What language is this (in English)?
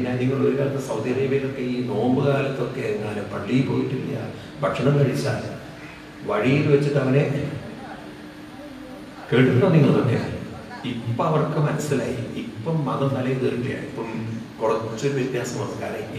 Malayalam